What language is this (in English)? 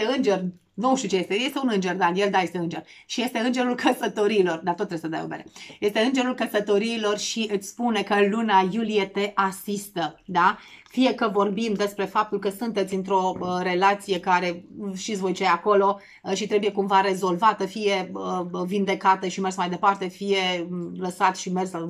Romanian